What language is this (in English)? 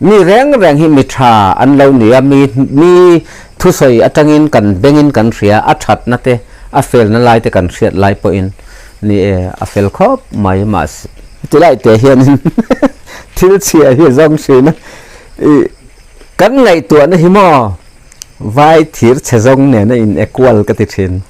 Mizo